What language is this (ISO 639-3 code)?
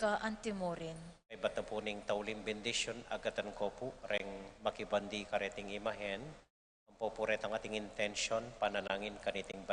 pam